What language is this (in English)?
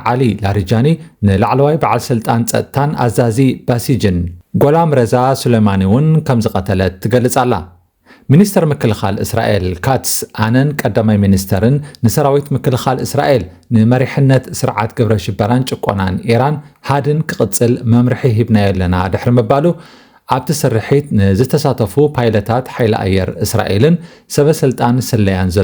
Tigrinya